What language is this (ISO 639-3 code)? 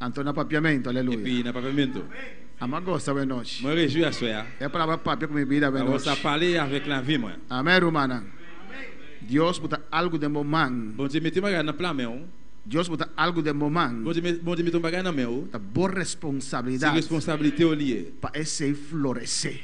pap